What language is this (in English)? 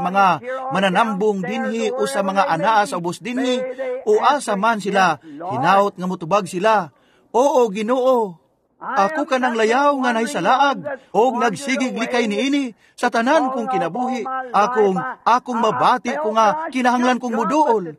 Cebuano